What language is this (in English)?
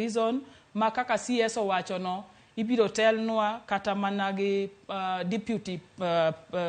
Luo (Kenya and Tanzania)